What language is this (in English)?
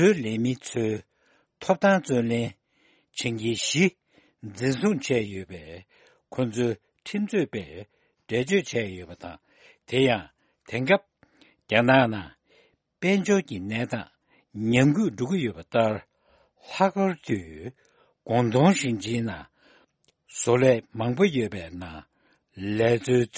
Tibetan